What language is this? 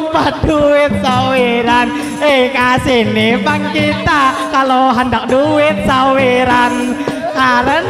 Banjar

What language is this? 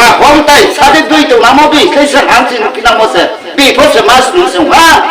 Riang (India)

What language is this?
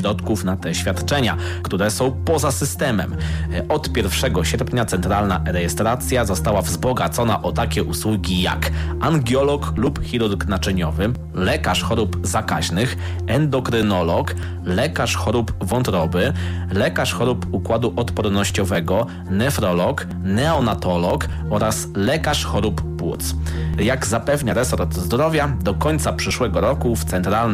Polish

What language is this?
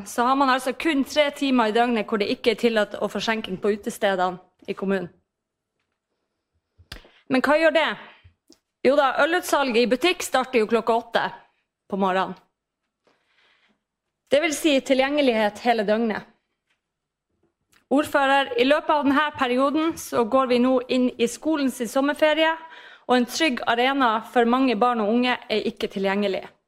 Norwegian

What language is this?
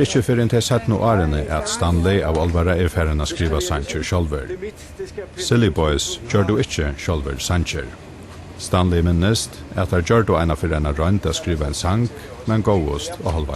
Faroese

